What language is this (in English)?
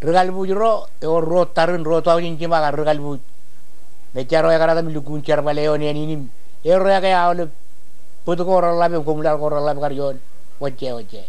Marshallese